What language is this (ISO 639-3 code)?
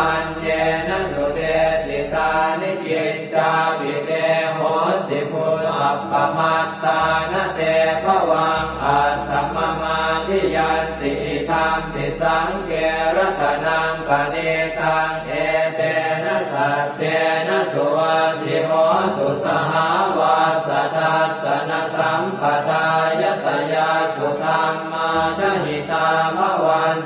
pli